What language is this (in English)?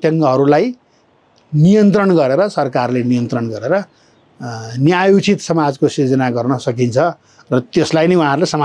Nepali